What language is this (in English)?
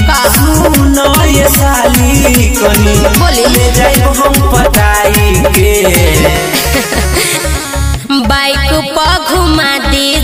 Bhojpuri